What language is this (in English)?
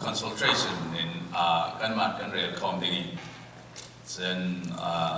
Falam Chin